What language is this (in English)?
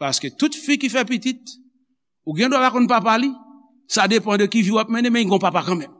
Haitian Creole